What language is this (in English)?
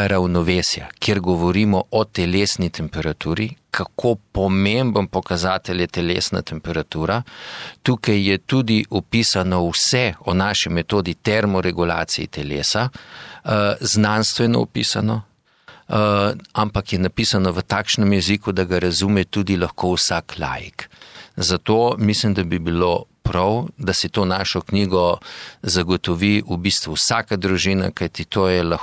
Slovenian